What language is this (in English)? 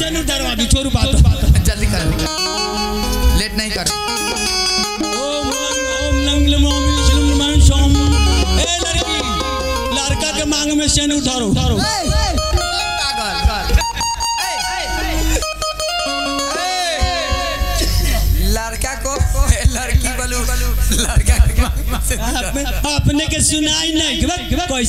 Bhojpuri